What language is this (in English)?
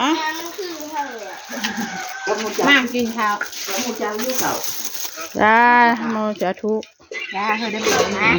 Northeastern Thai